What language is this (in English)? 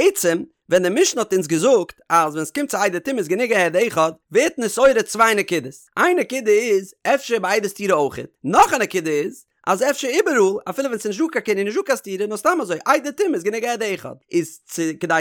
Yiddish